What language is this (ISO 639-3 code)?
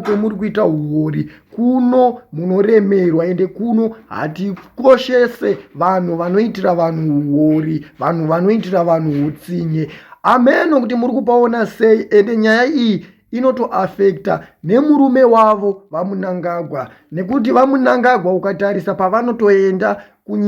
sna